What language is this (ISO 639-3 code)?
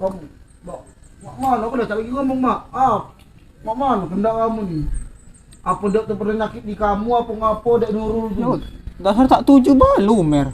mui